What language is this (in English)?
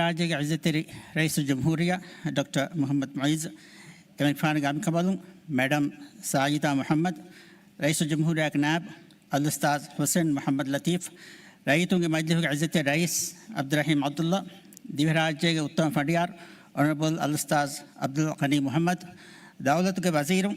Divehi